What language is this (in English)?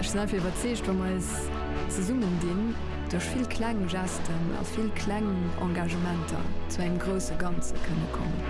Luxembourgish